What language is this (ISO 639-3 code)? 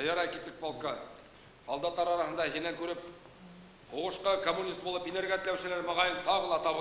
bak